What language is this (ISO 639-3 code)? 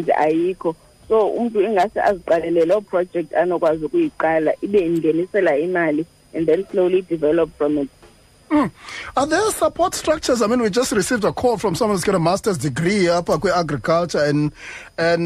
xho